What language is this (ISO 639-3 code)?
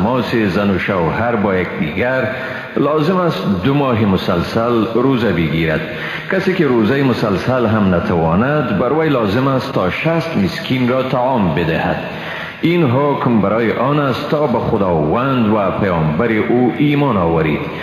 fas